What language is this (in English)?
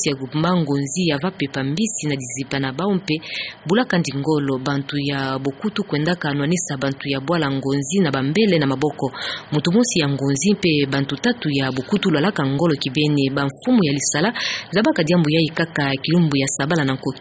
Kituba (Democratic Republic of Congo)